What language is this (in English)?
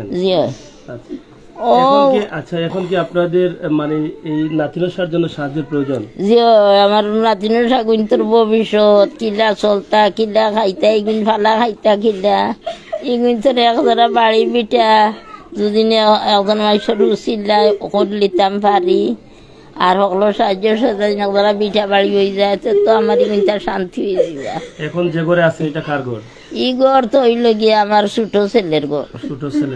Sylheti